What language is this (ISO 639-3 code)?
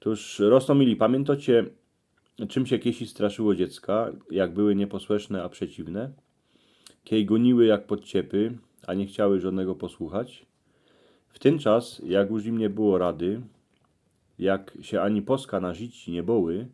szl